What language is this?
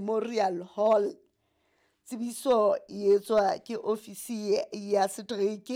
Southern Sotho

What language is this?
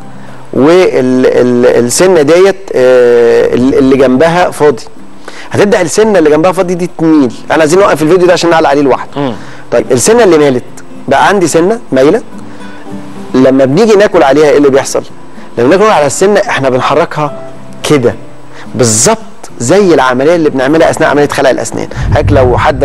Egyptian Arabic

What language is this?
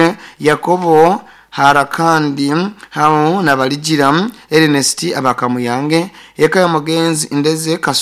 Nyoro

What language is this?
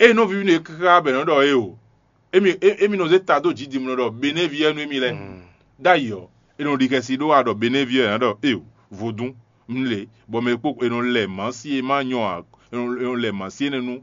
Fon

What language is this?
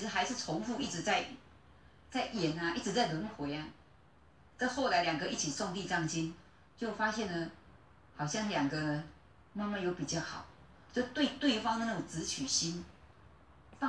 Chinese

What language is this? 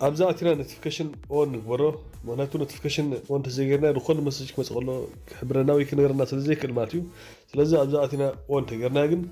Tigrinya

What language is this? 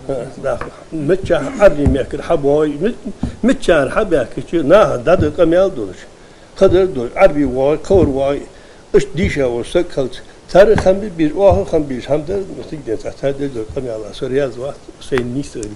Ingush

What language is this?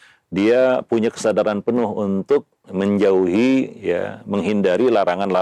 Indonesian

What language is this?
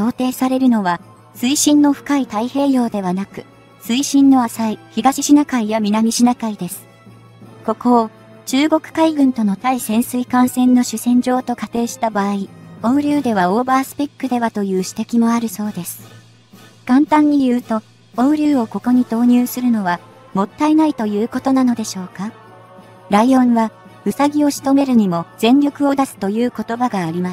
Japanese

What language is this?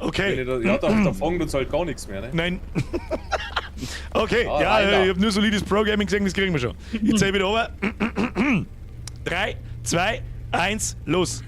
Bavarian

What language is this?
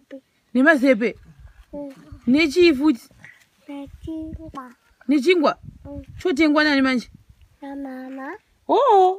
Shona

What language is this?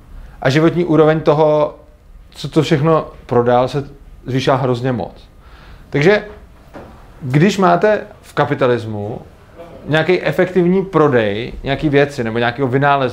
Czech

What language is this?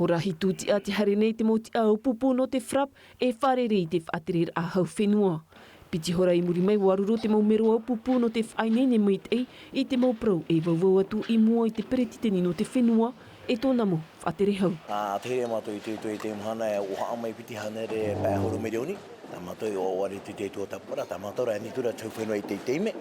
Tahitian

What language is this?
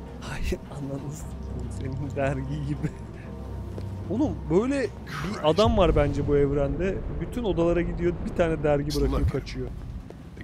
Turkish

